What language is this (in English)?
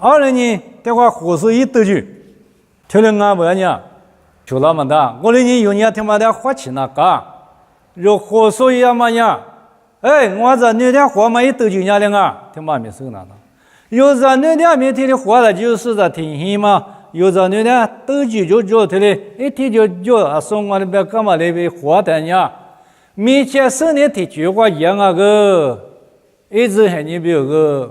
Lisu